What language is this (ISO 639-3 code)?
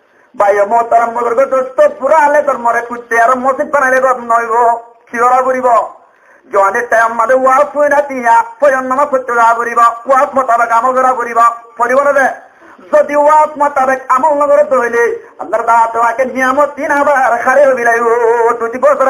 rhg